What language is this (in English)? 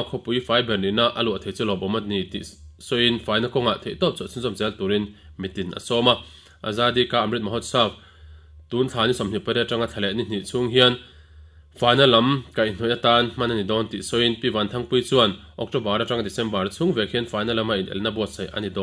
Mizo